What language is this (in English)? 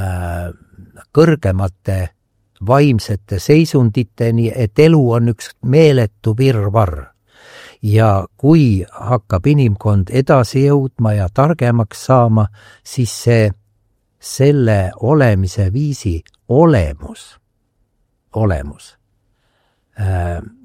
Estonian